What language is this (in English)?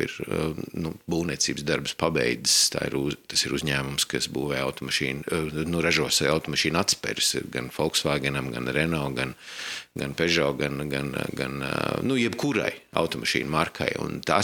Latvian